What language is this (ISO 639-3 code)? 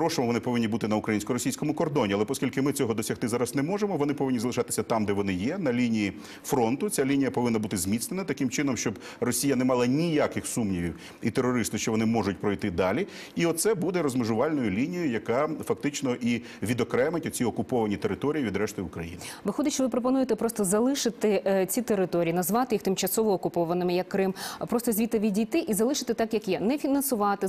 ukr